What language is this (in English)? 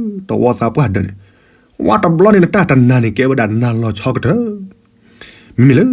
S'gaw Karen